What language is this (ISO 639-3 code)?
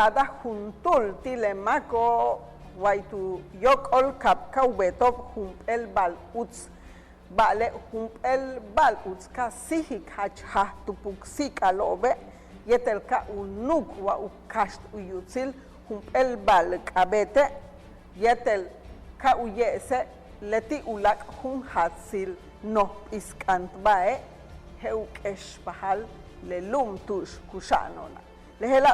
yua